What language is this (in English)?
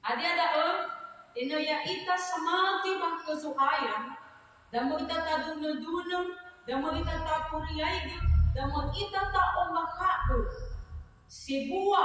Nias